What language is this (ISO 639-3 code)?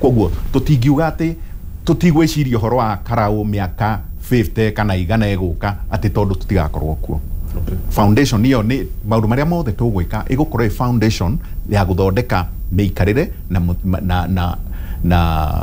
kik